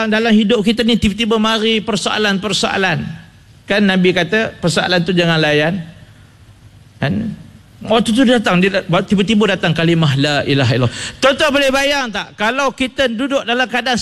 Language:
Malay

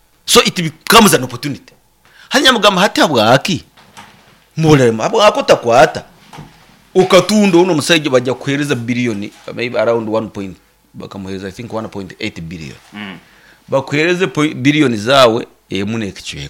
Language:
Nyankole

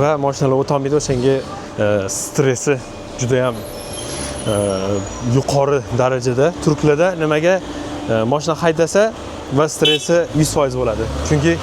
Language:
Uzbek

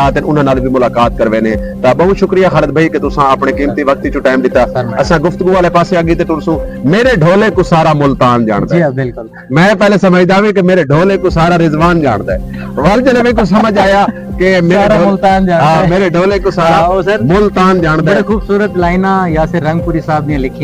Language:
Saraiki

